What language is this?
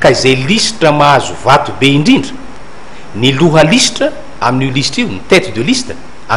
Malagasy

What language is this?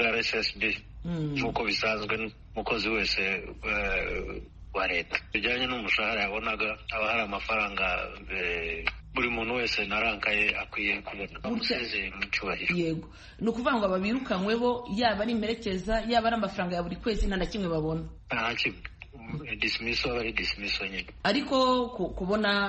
Kinyarwanda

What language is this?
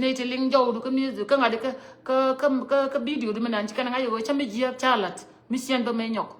Nuer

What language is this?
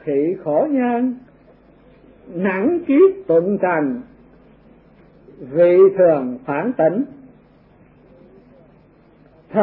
Vietnamese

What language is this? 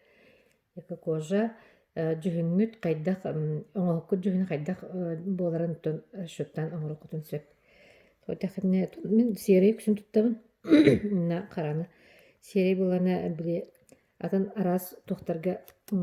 Yakut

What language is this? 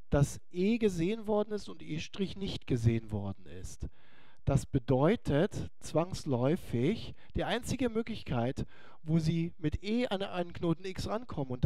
German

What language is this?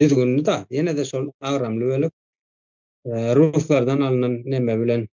Turkmen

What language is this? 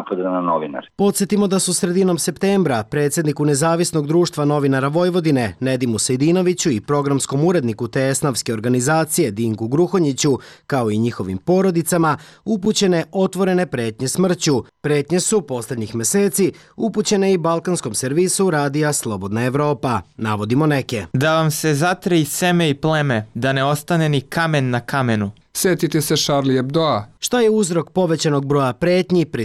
Serbian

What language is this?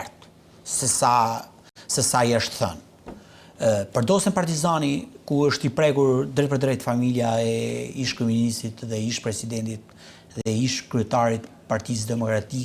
Albanian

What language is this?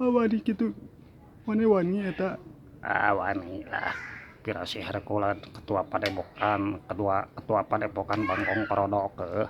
Sundanese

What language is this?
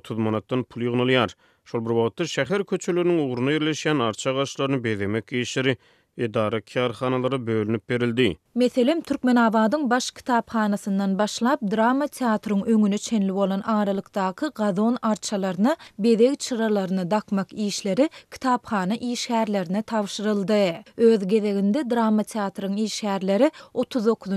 Turkmen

